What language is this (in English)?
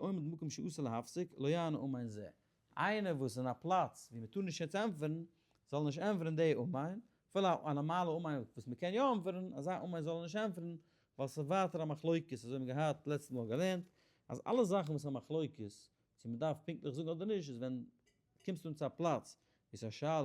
Yiddish